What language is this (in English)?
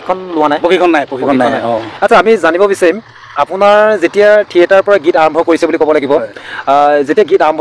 Assamese